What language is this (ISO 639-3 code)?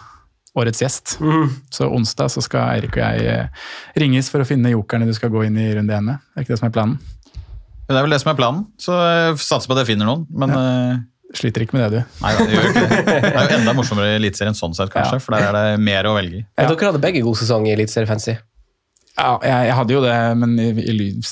nor